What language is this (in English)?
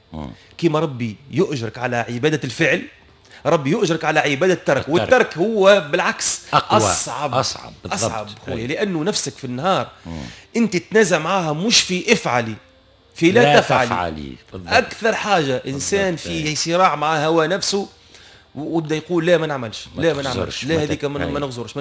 Tunisian Arabic